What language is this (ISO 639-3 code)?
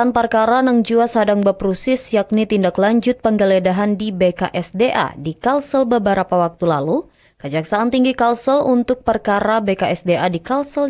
bjn